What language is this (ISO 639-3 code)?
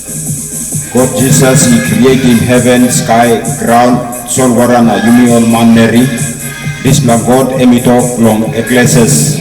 tpi